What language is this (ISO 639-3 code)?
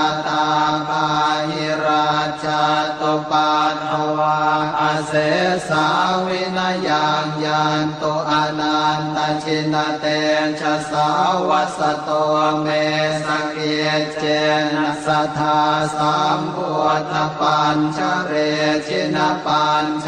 pli